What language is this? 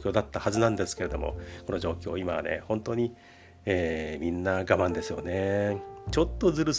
Japanese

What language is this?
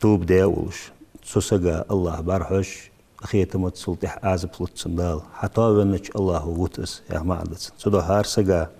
Ingush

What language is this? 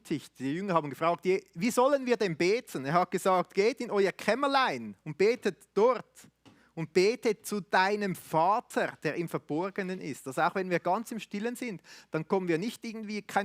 Swiss German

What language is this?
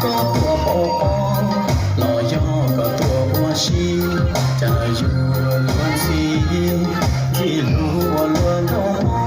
Hmong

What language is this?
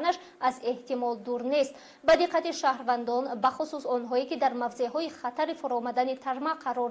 Tajik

